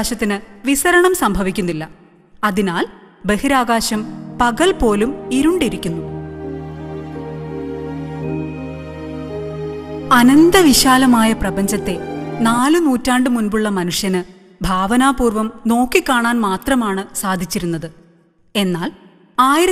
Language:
Malayalam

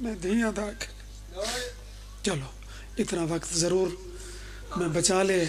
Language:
Pahari-Potwari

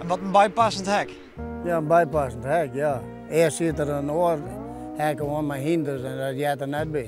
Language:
Western Frisian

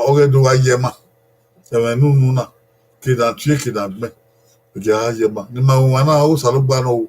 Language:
Bini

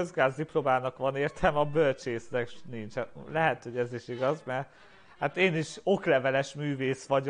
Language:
Hungarian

